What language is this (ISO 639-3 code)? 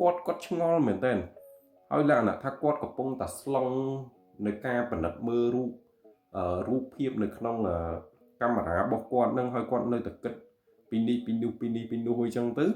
khm